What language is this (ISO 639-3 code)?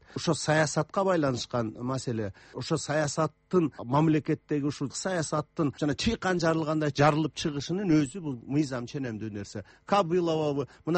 kir